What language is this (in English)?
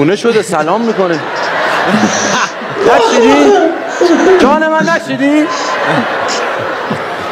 Persian